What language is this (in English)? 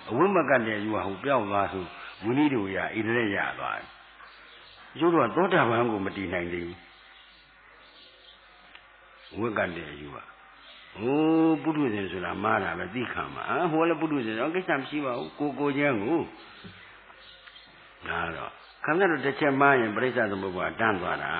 Burmese